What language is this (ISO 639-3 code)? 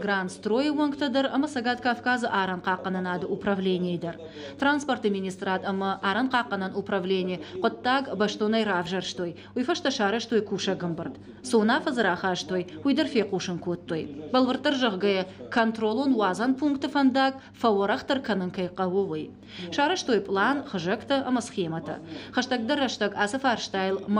oss